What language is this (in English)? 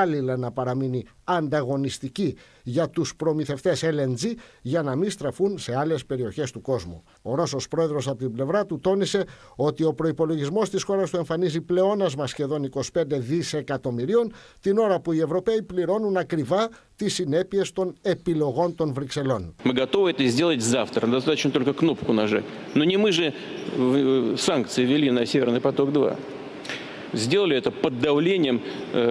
Greek